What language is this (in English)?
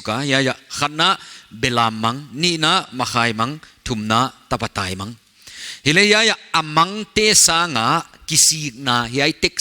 Paite Chin